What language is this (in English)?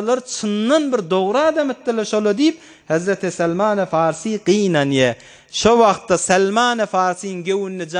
Turkmen